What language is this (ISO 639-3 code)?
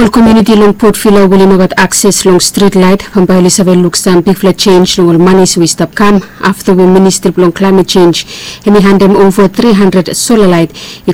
bis